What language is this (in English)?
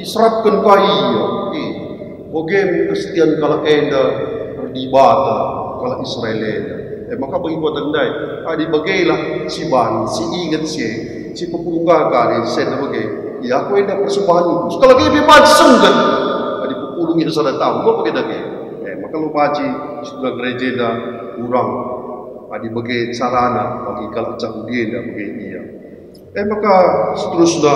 Batak Karo